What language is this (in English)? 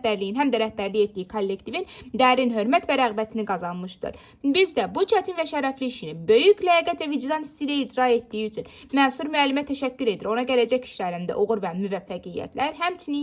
Azerbaijani